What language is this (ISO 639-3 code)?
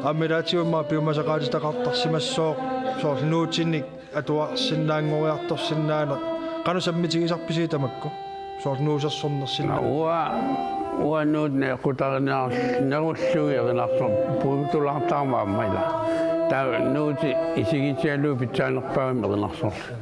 kal